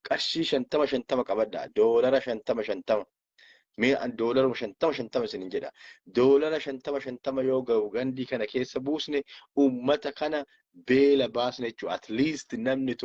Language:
Oromo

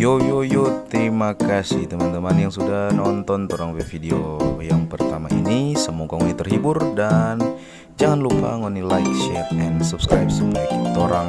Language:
Manado Malay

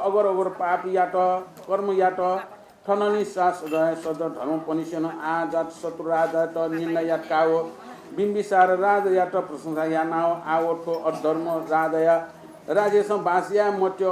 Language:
Newari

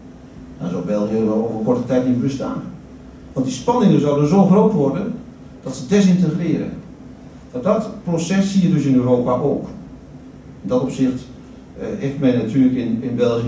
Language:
Dutch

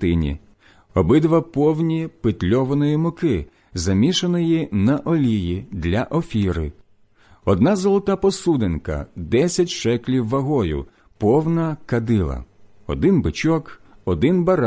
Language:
Ukrainian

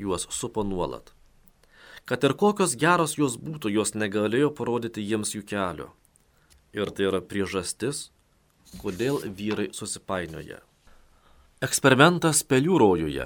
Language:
Lithuanian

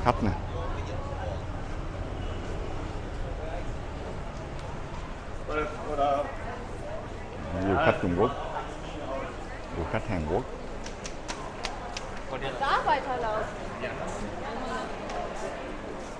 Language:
Vietnamese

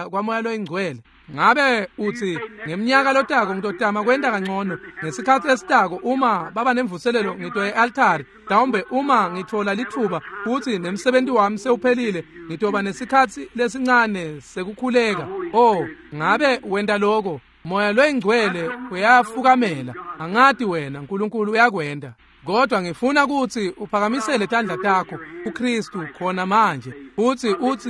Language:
Swati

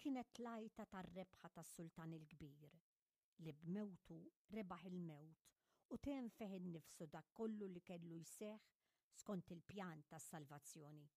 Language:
Maltese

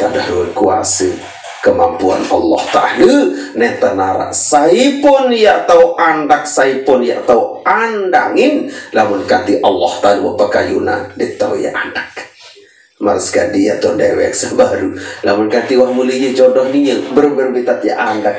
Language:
Sasak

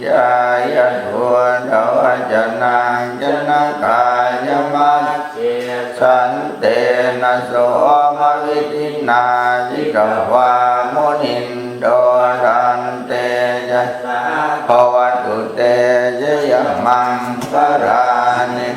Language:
Pali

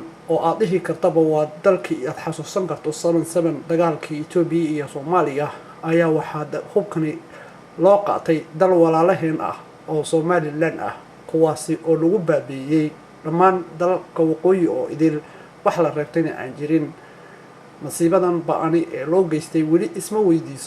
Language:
Somali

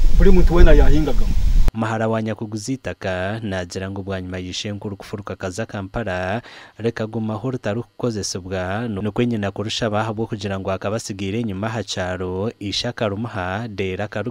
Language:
Nyankole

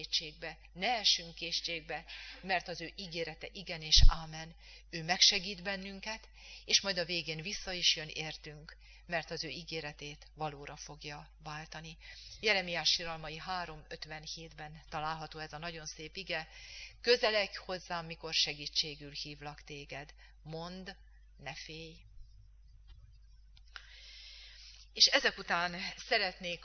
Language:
Hungarian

